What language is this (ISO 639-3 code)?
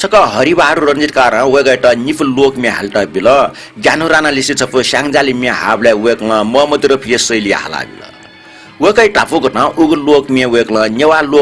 new